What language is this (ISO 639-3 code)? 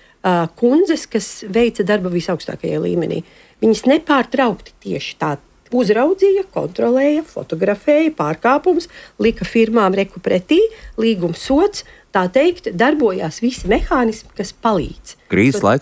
lav